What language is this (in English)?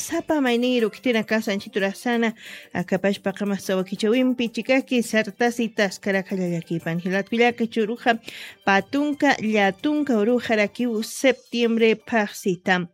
Aymara